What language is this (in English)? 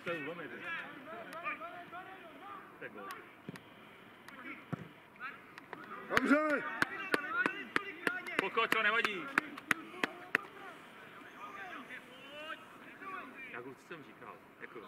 Czech